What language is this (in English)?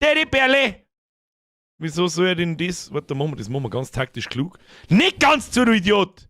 Bavarian